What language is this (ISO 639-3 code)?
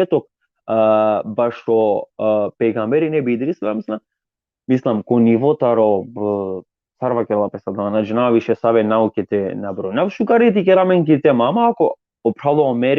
rmn